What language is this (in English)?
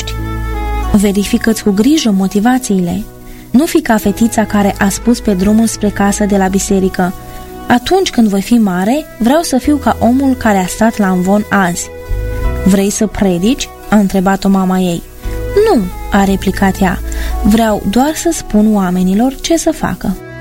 Romanian